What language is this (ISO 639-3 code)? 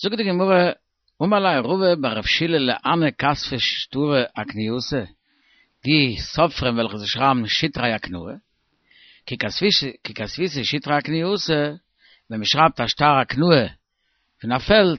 yid